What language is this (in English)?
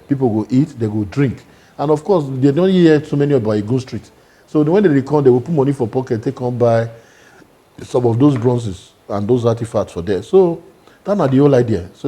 Nigerian Pidgin